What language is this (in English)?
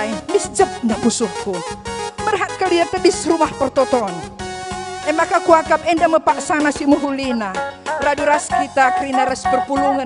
Batak Karo